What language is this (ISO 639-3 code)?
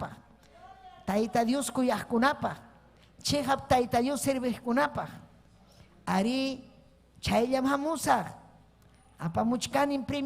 quy